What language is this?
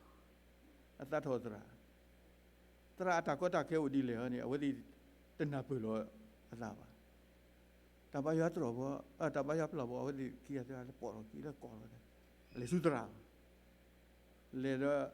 S'gaw Karen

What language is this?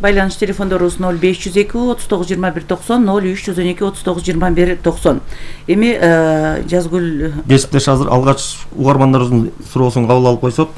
Kyrgyz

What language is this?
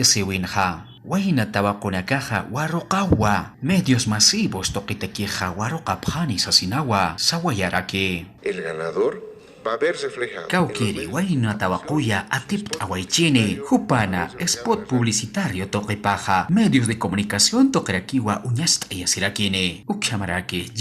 Aymara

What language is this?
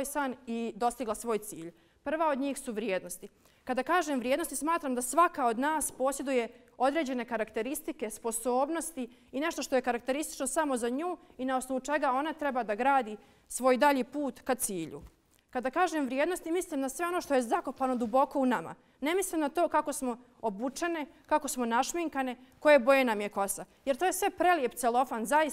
Bosnian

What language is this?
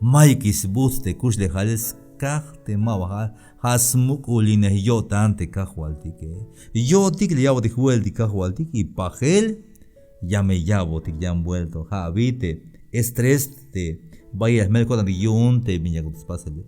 Tzeltal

